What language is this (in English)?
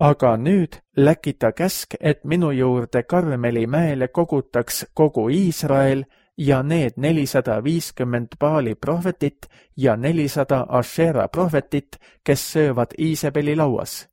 Estonian